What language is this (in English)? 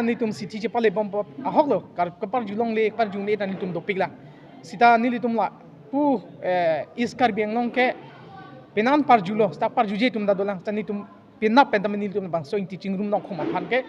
Karbi